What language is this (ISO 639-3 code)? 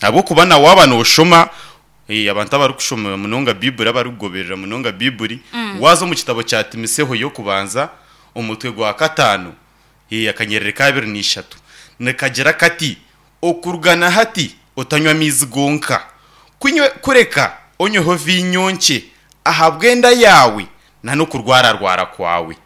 nyn